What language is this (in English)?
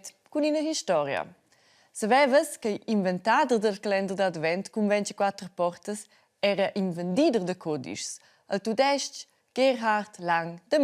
Romansh